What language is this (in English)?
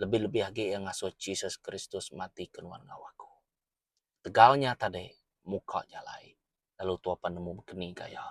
Iban